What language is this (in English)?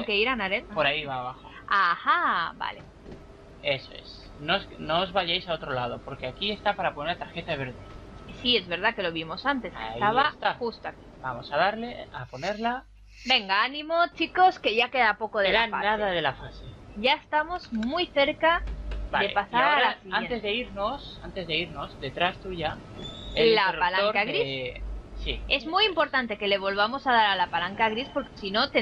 Spanish